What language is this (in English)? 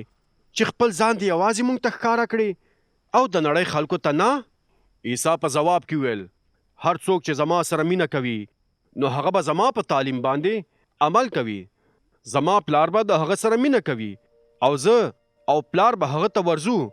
Pashto